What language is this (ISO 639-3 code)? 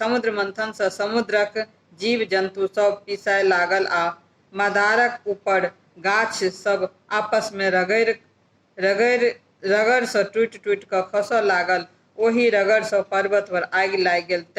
mai